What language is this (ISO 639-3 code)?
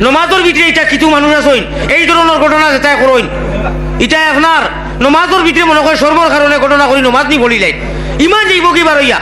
syl